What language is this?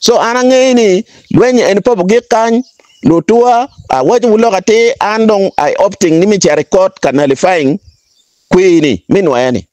Acoli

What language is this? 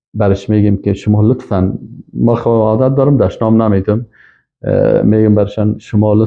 Persian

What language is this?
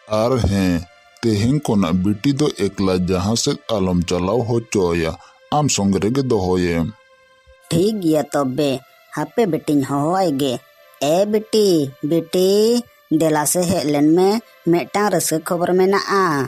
Santali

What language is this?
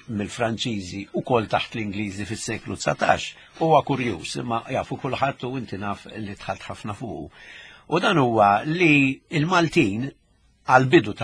Maltese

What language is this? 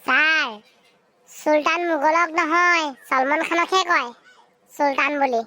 Assamese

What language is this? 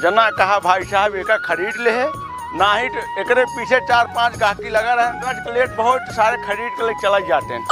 Awadhi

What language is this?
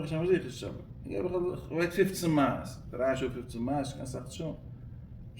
Yiddish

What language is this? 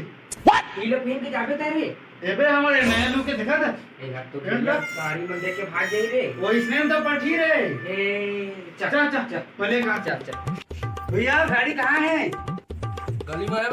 Chhattisgarhi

